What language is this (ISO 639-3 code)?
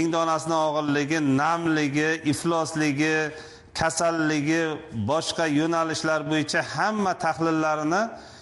uzb